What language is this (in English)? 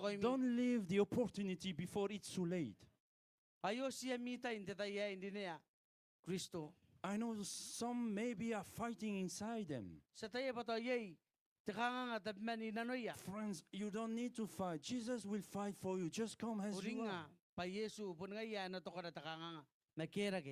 Gilbertese